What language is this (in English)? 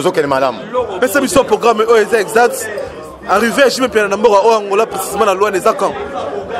Lingala